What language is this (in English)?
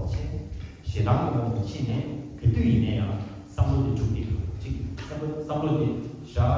Tibetan